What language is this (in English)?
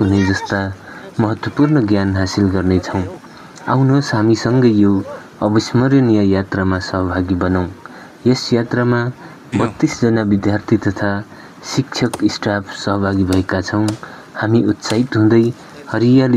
Nepali